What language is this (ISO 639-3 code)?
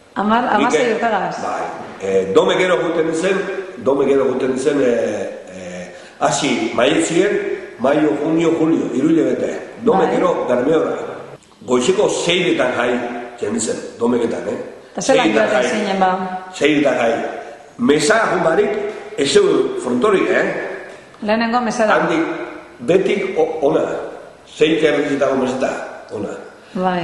eus